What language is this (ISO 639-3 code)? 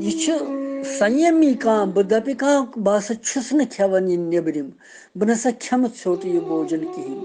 kas